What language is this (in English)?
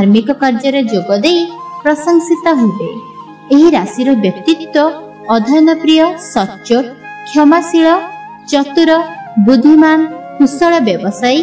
Odia